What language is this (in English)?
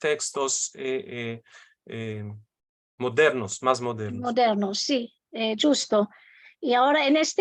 Ladino